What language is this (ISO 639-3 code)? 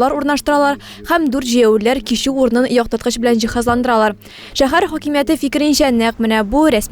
tat